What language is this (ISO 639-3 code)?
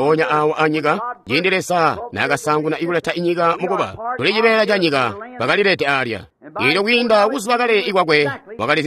toi